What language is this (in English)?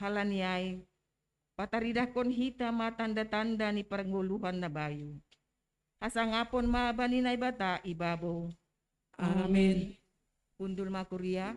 Batak Simalungun